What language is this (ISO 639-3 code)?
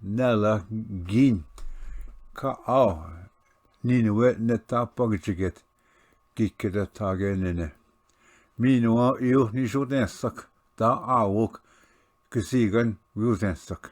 oji